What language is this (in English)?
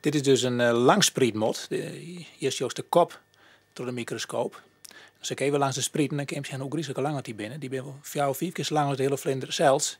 Western Frisian